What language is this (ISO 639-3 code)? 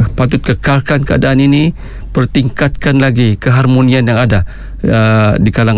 msa